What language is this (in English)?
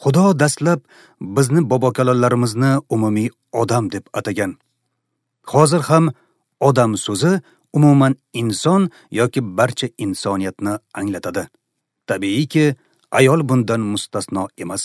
Uzbek